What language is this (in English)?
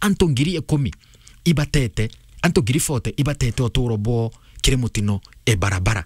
Meru